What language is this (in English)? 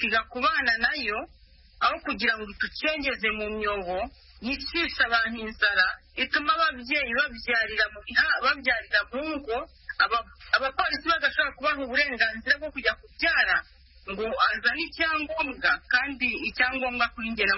Kinyarwanda